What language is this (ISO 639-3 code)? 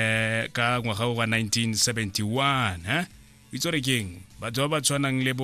tsn